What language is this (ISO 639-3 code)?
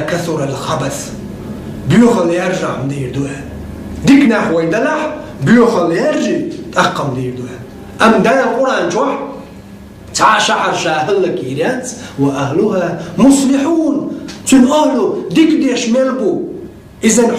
che